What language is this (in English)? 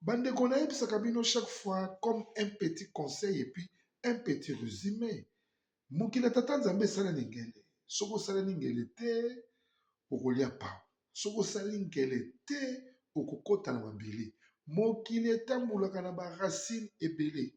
Lingala